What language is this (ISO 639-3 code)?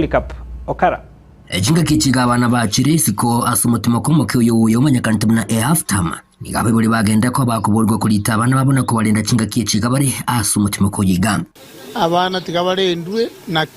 guz